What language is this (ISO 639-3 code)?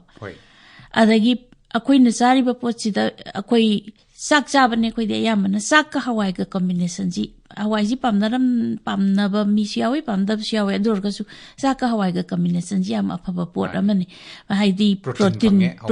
mni